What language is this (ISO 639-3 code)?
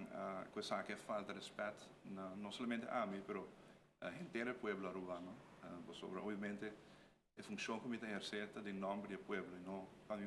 pap